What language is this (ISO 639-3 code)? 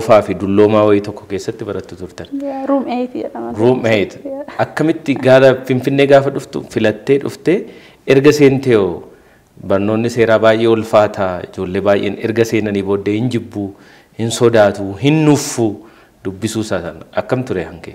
orm